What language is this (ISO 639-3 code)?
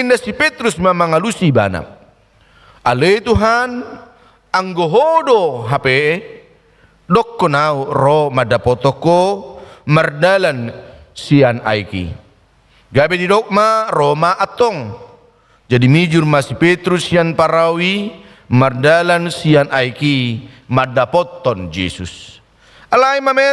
bbc